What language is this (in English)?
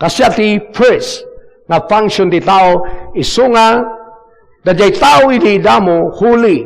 Iloko